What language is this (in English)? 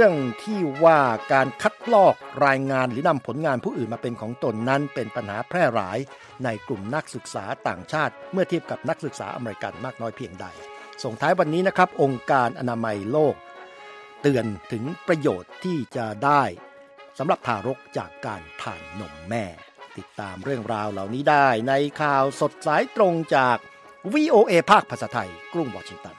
Thai